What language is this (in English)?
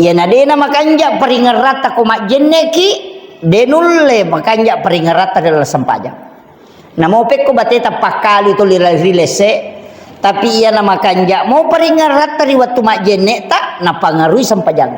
Buginese